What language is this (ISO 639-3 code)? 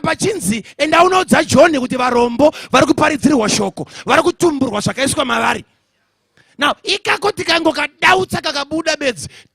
sna